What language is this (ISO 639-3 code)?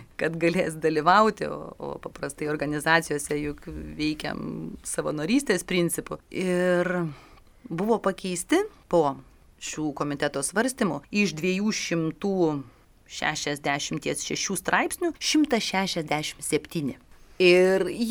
lit